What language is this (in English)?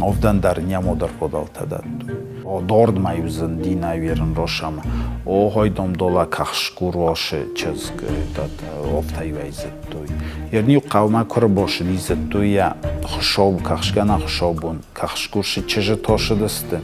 Ossetic